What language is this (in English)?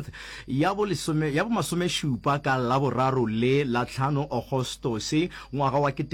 Northern Sotho